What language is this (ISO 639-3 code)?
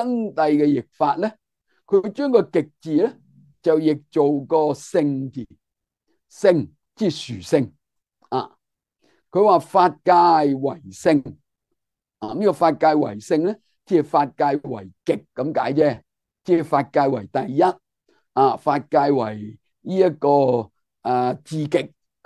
yue